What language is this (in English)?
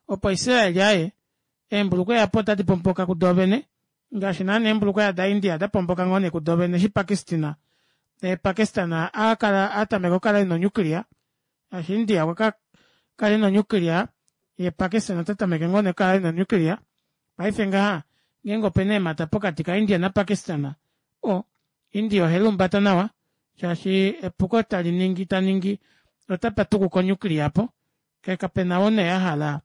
Kuanyama